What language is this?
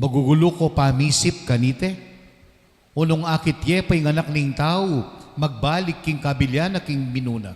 Pampanga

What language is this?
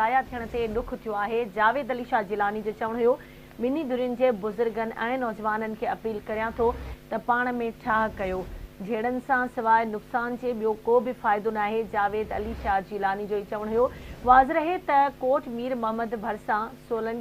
Sindhi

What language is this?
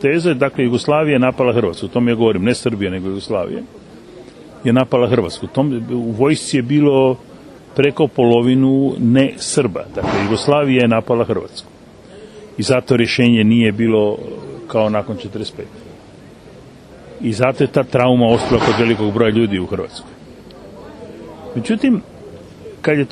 Croatian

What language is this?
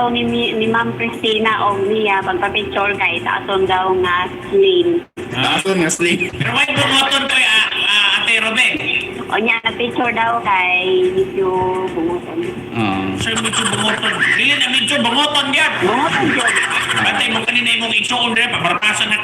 Cebuano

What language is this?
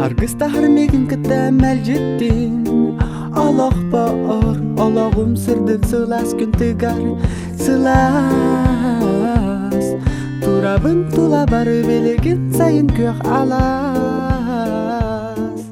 Yakut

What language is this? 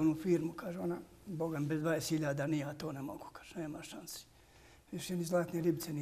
Bosnian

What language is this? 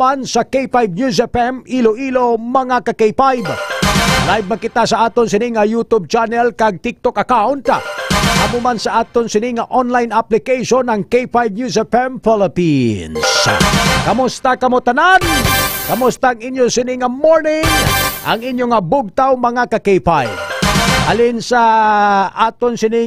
Hiligaynon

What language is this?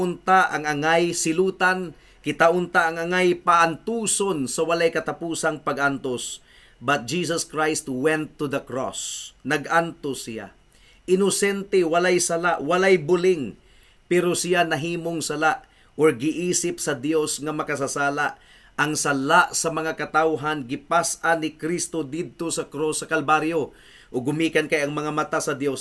Cebuano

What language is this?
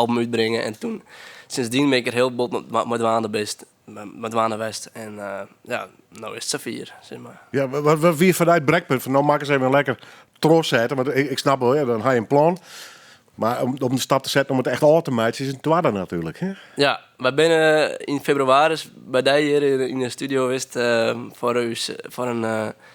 Western Frisian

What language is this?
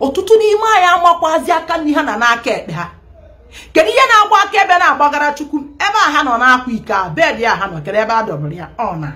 Igbo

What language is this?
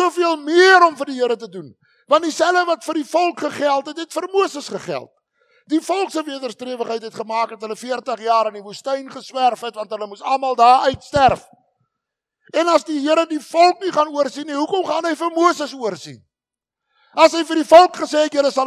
Afrikaans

